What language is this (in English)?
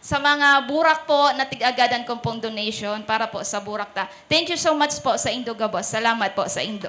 Bikol